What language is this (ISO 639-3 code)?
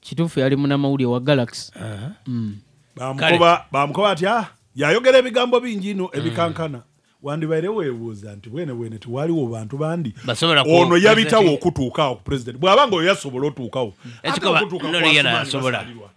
lug